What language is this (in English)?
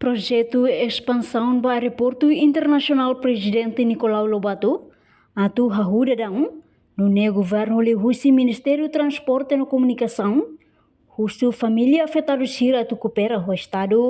Tetum